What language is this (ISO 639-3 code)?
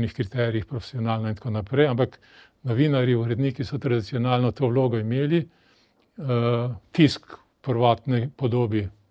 slv